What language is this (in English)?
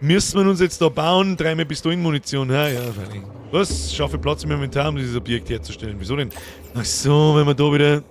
Bavarian